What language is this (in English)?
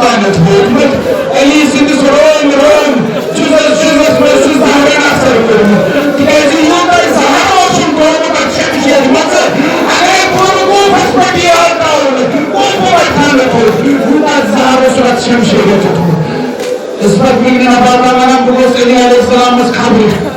Kashmiri